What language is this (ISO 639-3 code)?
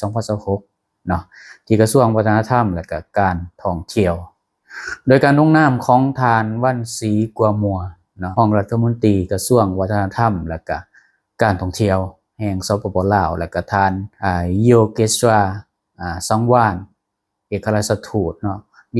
lao